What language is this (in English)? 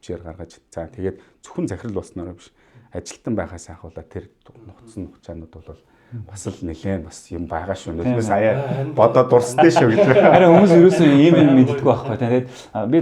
Mongolian